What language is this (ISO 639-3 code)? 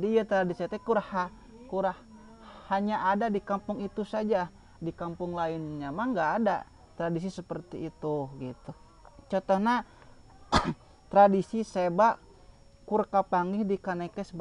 sun